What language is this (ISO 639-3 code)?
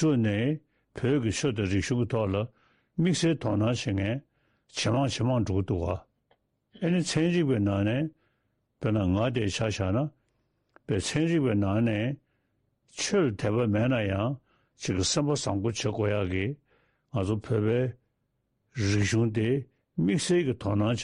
bod